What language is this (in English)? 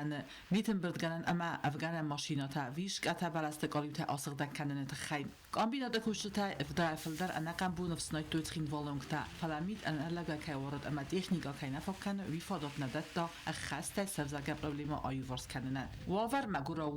Ossetic